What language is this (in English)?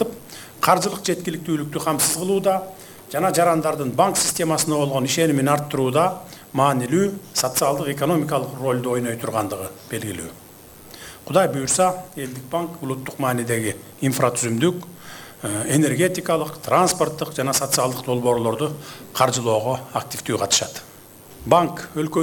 Kyrgyz